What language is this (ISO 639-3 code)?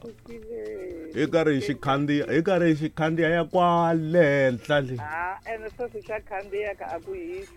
tso